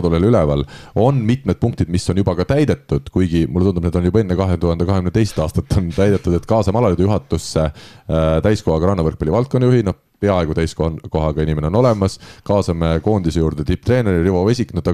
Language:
Estonian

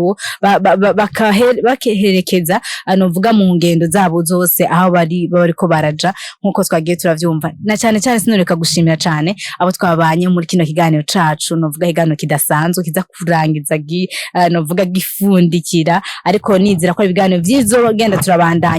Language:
Rundi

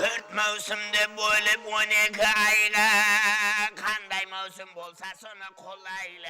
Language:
Kara-Kalpak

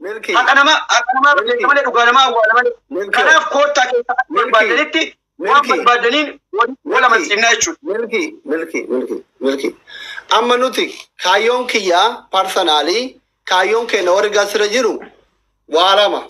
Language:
Oromo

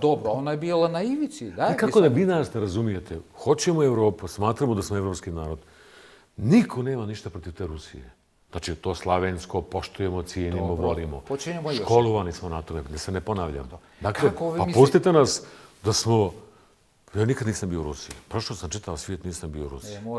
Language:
Bosnian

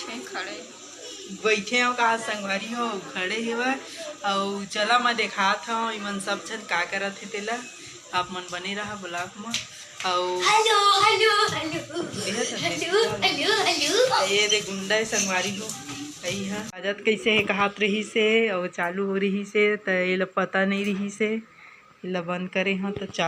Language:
Chhattisgarhi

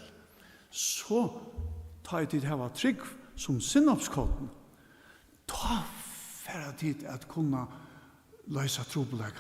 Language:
Faroese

